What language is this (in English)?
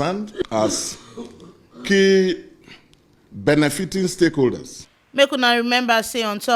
Nigerian Pidgin